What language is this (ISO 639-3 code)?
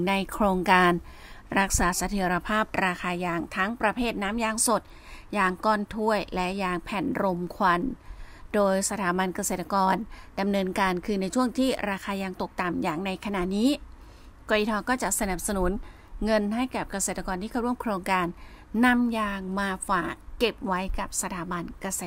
tha